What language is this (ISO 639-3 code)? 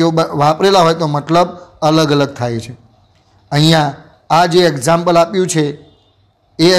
guj